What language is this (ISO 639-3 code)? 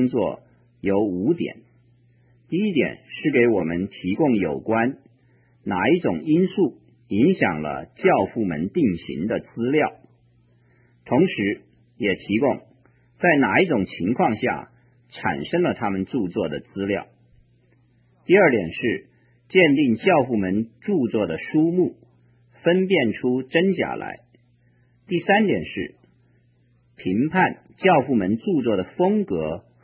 zho